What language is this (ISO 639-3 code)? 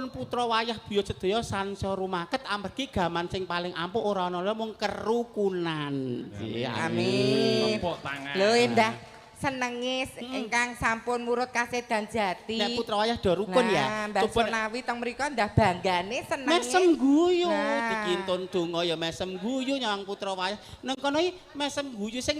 jav